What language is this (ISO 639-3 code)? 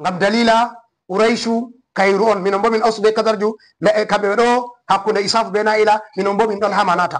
ful